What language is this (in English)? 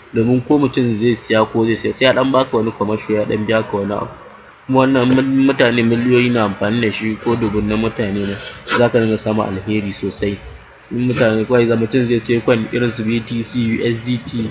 Hausa